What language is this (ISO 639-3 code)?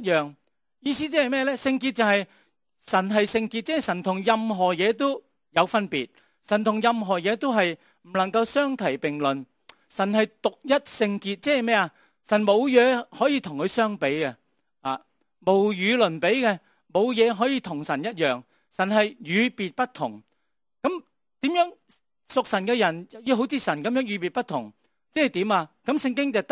yue